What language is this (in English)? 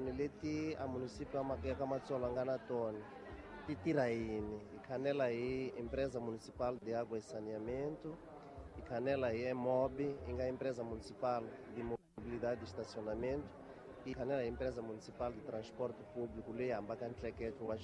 Tsonga